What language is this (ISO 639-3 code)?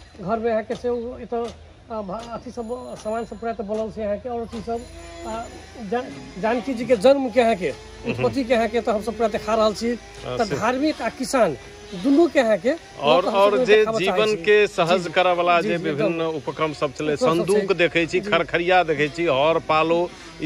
mai